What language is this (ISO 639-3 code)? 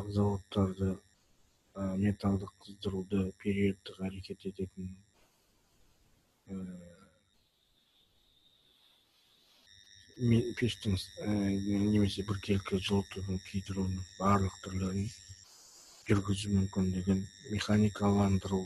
kaz